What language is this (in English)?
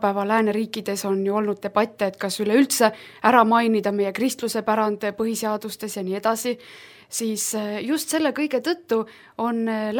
Estonian